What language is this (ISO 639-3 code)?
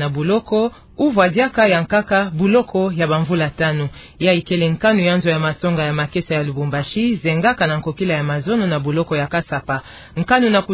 ktu